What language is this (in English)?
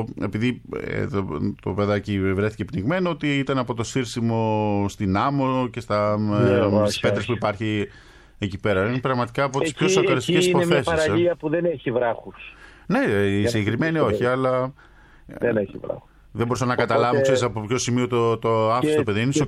Greek